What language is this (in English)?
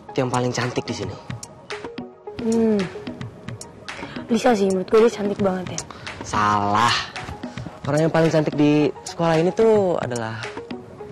Indonesian